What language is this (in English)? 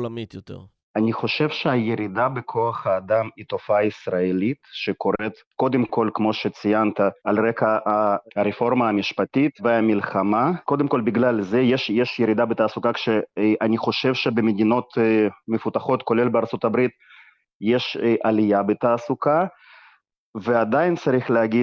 Hebrew